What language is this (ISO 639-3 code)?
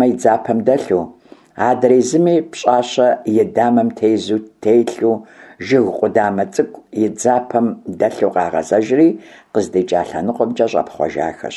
kbd